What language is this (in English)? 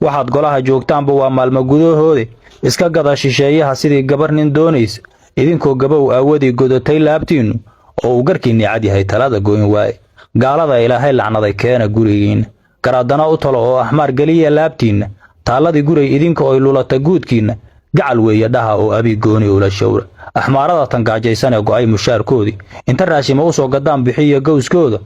Somali